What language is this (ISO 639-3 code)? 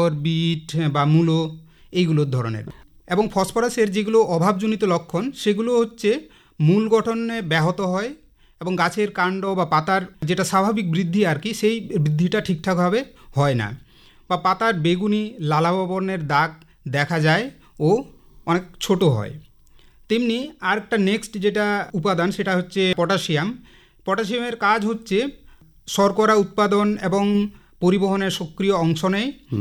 ben